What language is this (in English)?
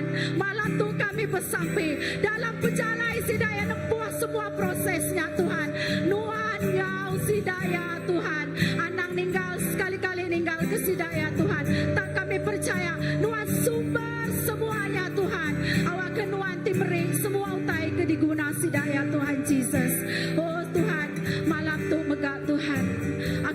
Iban